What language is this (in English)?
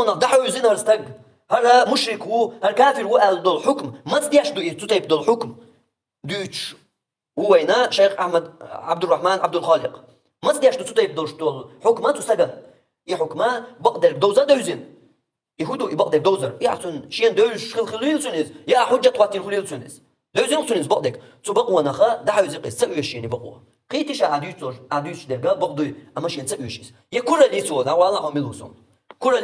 Chechen